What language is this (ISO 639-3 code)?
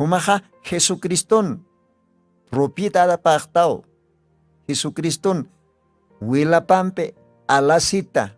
aym